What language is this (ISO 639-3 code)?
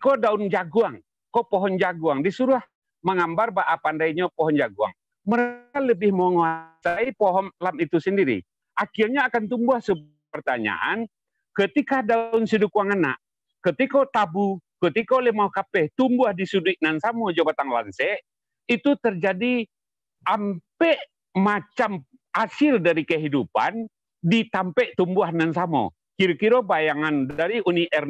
min